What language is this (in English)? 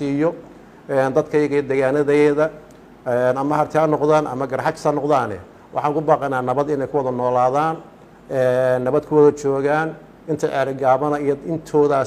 Somali